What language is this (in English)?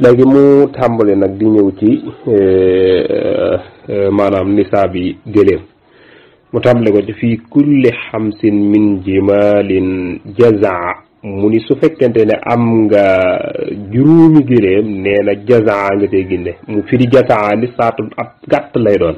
Wolof